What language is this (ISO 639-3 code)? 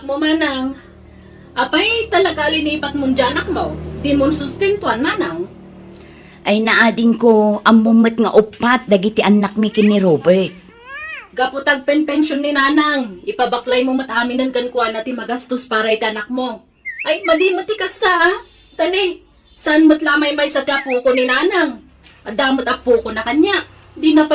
ilo